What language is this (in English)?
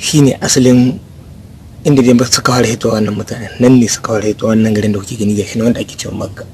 Hausa